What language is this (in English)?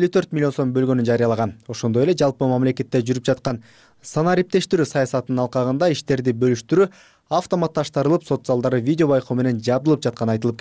Kyrgyz